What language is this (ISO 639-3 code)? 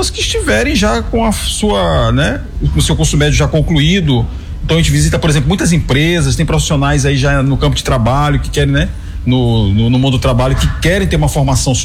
por